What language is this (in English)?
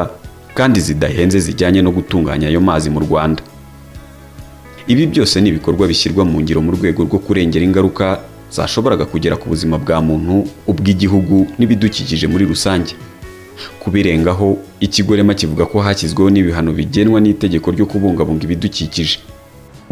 Kinyarwanda